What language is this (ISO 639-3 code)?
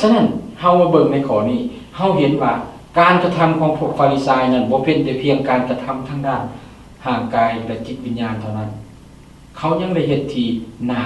lao